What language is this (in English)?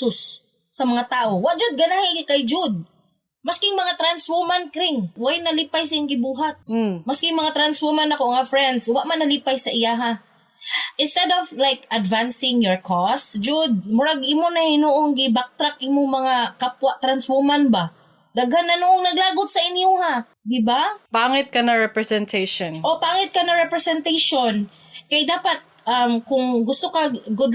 Cebuano